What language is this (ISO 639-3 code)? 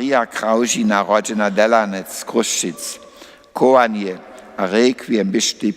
hsb